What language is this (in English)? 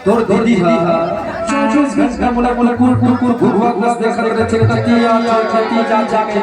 Chhattisgarhi